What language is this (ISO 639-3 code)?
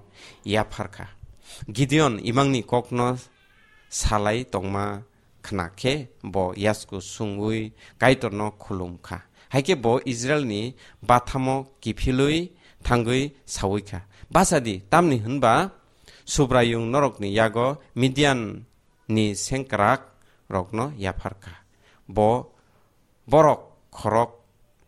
trp